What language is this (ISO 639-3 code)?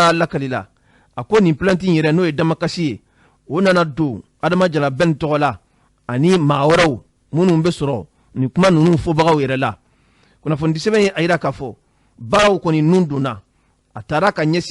bam